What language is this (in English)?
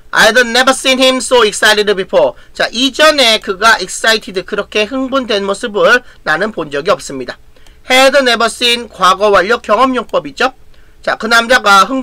Korean